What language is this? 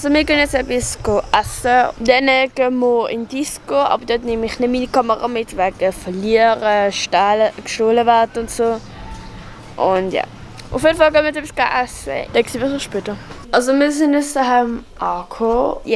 Swiss German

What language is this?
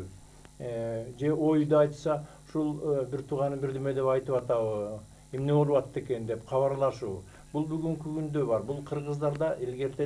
Kyrgyz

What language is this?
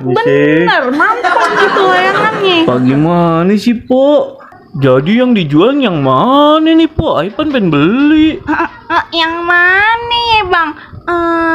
Betawi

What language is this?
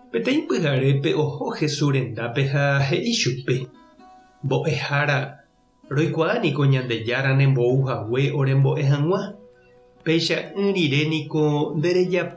Guarani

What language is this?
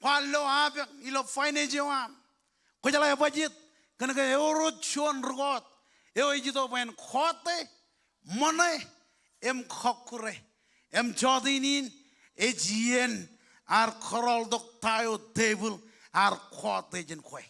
Marshallese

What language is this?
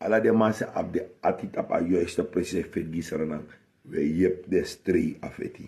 Sranan Tongo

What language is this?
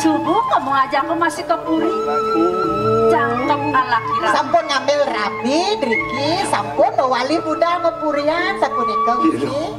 Balinese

